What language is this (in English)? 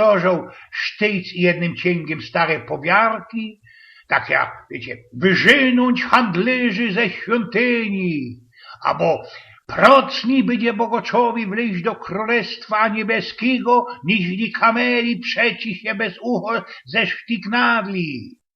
Silesian